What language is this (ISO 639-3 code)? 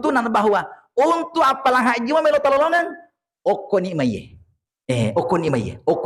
bug